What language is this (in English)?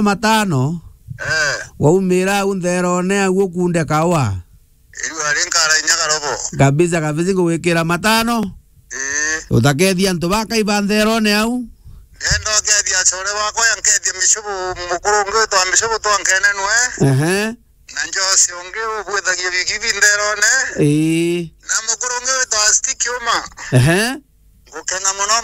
Meru